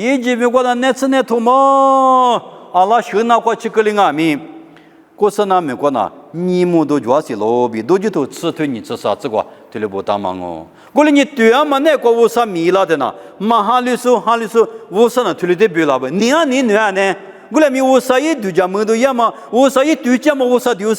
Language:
Lisu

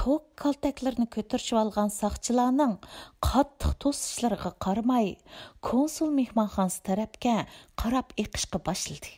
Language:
Uyghur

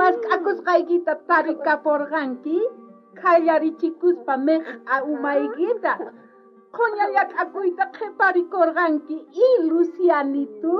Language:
South Bolivian Quechua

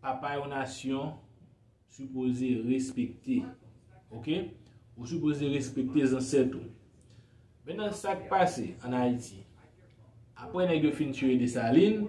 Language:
Haitian Creole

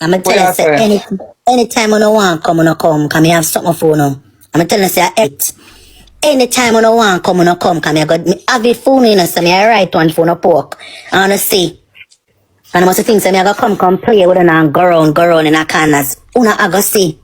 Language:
Jamaican Creole English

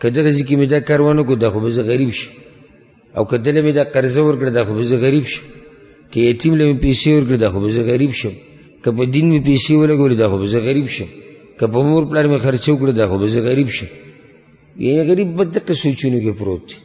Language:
Pashto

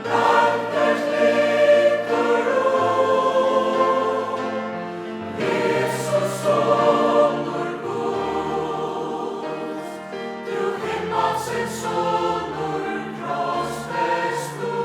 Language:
Faroese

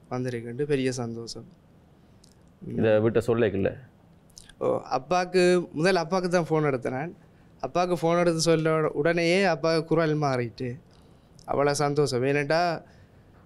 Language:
Tamil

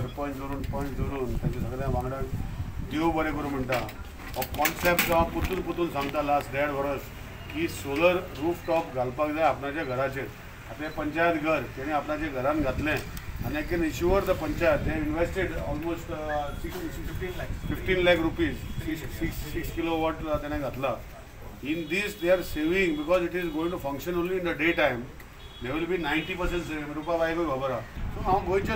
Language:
Konkani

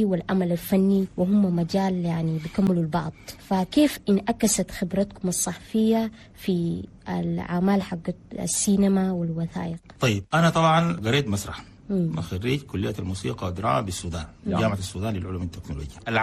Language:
Chadian Arabic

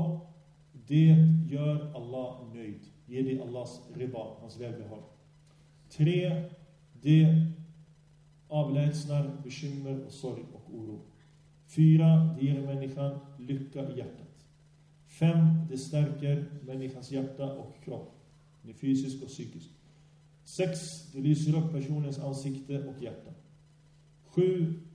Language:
Swedish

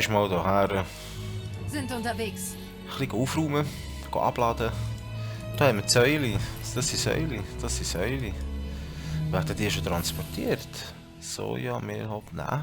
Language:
Swiss German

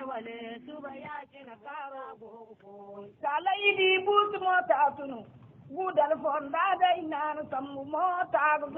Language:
Zarma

